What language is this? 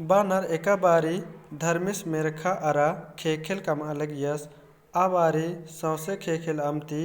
Kurukh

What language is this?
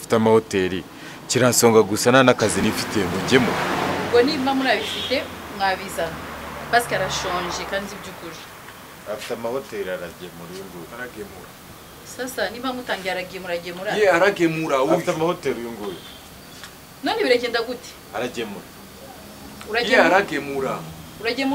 Kinyarwanda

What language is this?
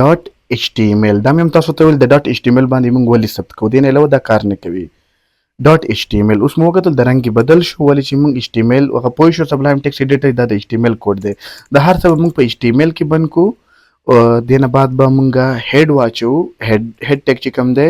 Pashto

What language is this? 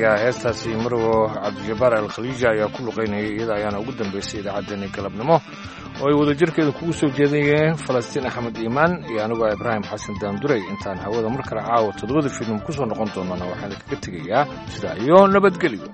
Somali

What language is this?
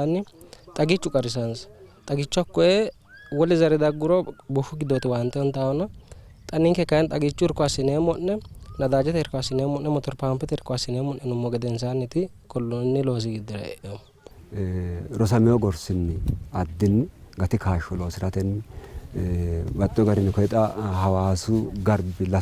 Sidamo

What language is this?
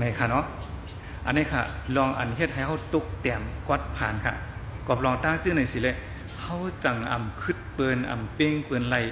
Shan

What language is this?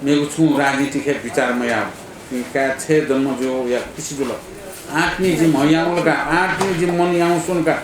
Newari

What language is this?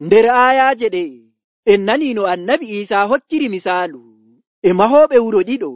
Nigerian Fulfulde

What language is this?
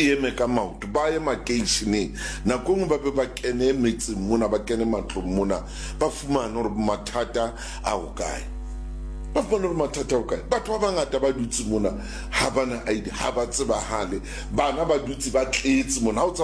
Southern Sotho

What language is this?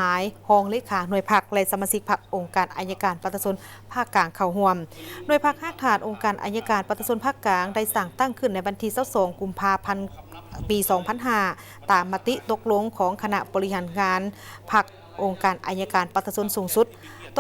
Lao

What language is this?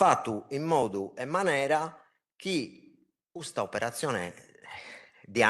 Sardinian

